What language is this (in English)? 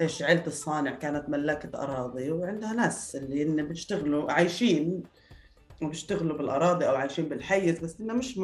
North Levantine Arabic